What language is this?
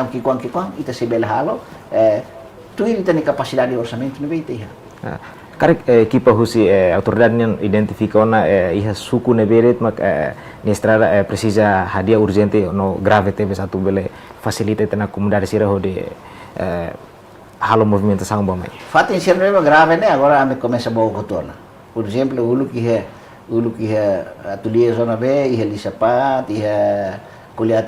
Tetum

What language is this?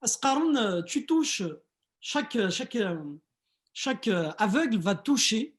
Kabyle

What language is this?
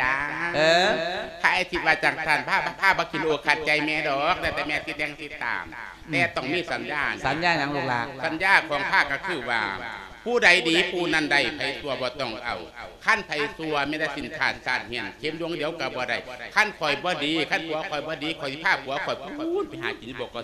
Lao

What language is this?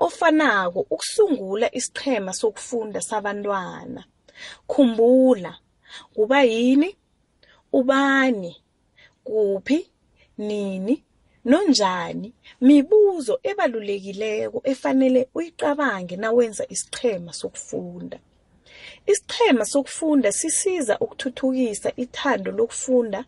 South Ndebele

